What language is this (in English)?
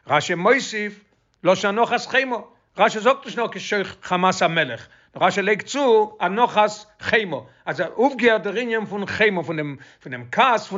Yiddish